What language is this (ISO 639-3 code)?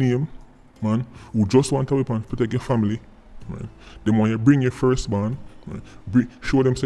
jam